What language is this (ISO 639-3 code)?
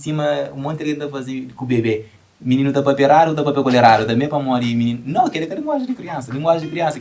kea